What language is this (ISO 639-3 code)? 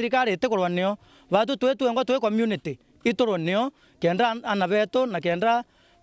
mer